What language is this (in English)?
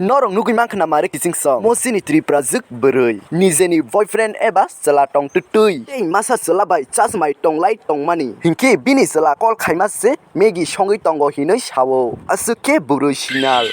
Kok Borok